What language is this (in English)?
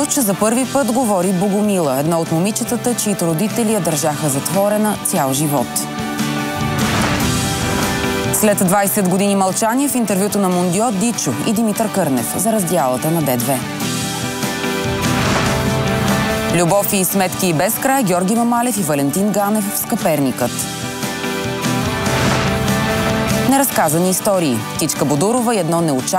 Bulgarian